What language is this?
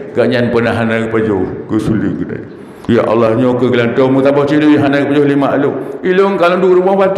Achinese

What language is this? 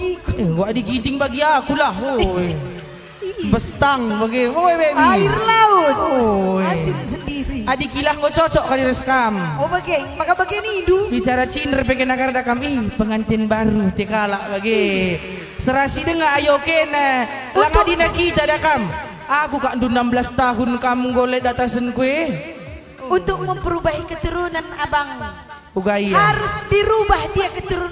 Batak Karo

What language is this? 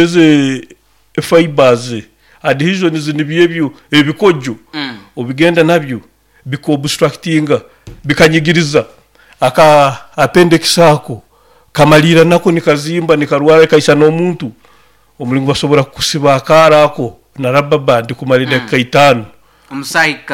Nyoro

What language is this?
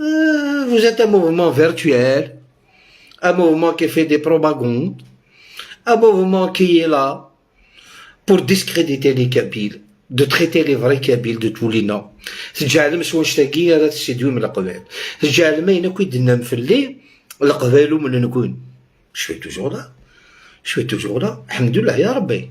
Algerian Arabic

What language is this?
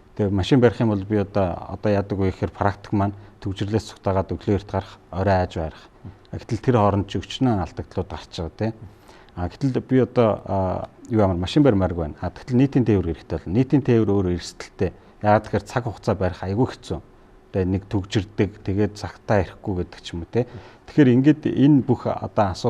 Mongolian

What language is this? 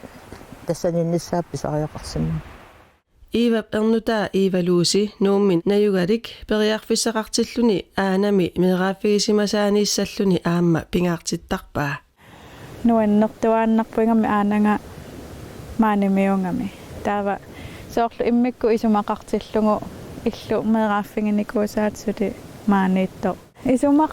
Kalaallisut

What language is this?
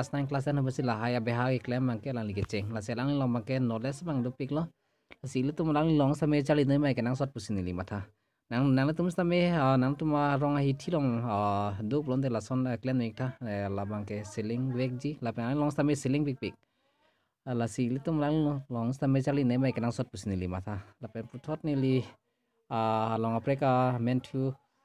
Karbi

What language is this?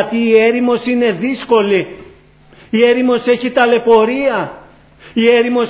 Greek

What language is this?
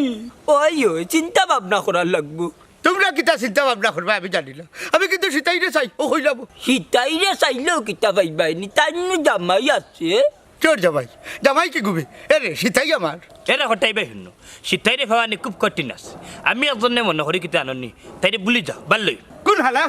Sylheti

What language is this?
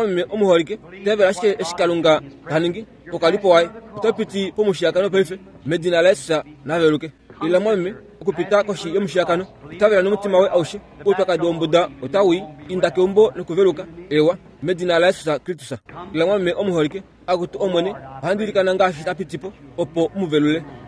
Kuanyama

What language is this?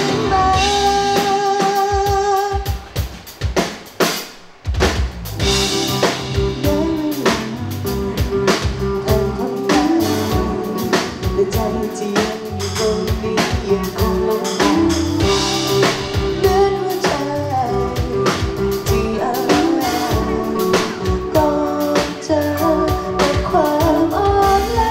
Thai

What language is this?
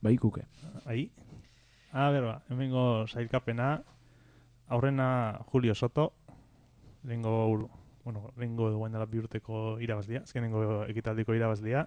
Basque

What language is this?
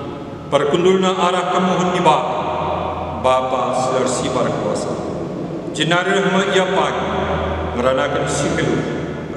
Batak Karo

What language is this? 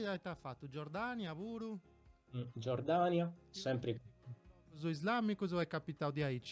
Sardinian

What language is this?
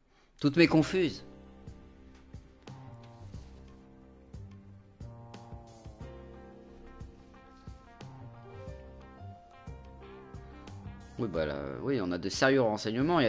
French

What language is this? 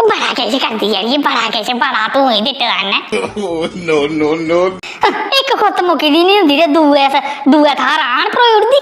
Dogri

